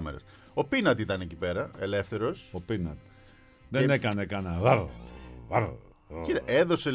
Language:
Greek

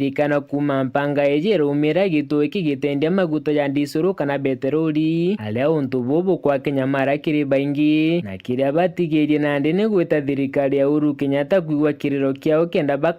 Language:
Meru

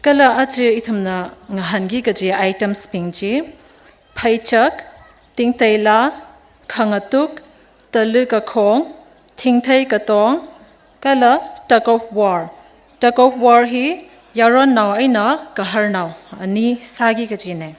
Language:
Tangkhul Naga (India)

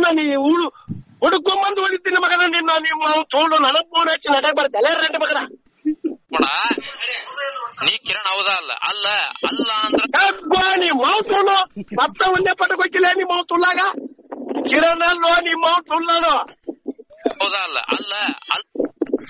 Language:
Kannada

